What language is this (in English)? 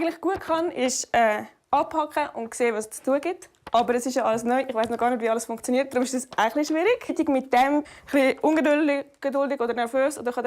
Swiss German